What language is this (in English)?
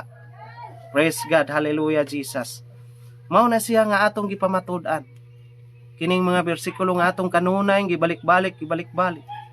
Cebuano